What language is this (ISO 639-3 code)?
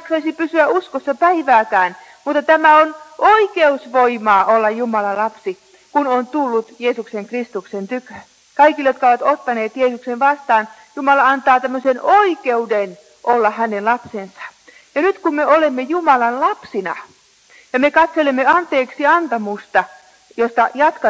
fin